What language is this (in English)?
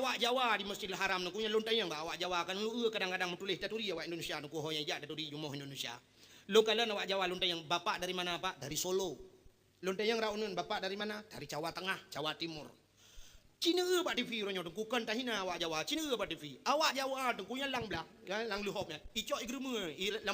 Achinese